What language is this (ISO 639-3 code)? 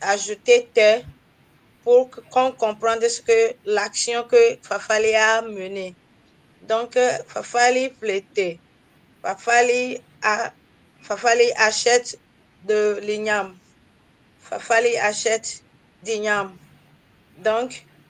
ewe